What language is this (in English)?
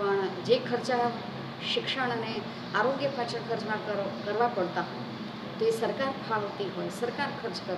Gujarati